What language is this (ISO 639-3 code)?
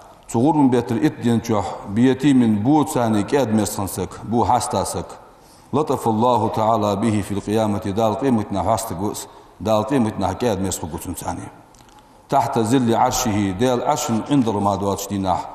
inh